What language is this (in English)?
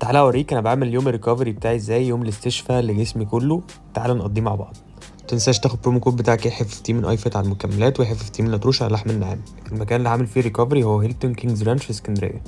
Egyptian Arabic